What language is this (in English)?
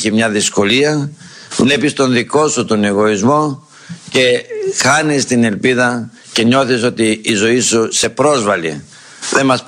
Greek